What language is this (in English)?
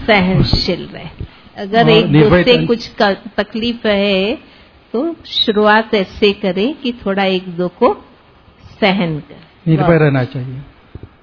Hindi